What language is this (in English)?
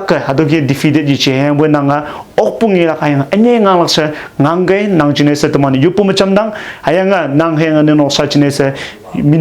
Konyak Naga